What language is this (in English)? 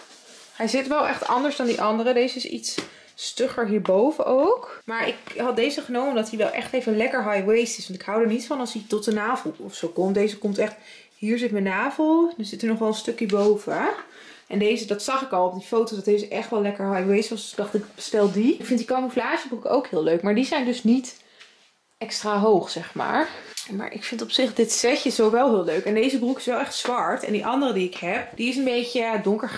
Dutch